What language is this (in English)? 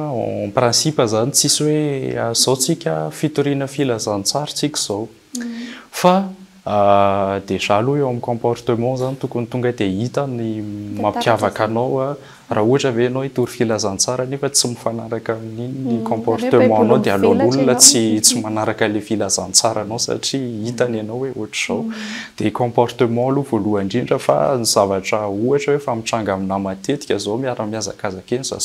Malagasy